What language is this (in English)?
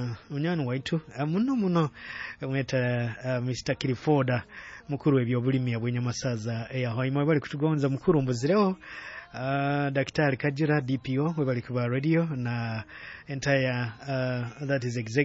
Nyoro